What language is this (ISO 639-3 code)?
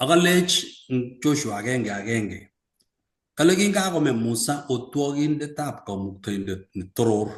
kln